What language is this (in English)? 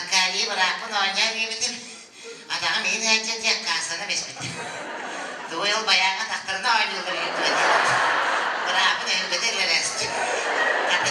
Yakut